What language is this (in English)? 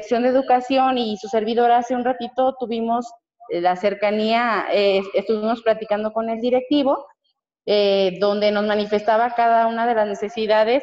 Spanish